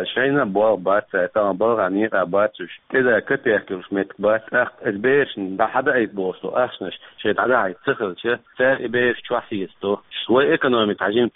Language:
Chechen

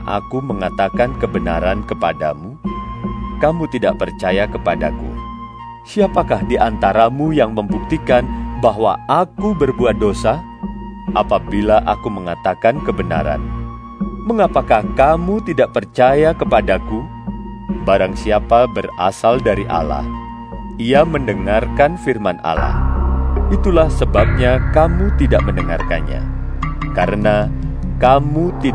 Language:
Indonesian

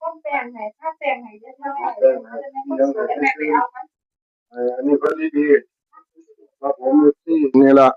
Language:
Northeastern Thai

